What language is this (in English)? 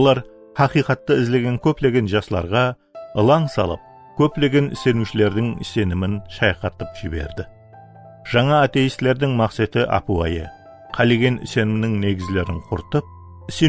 Kara-Kalpak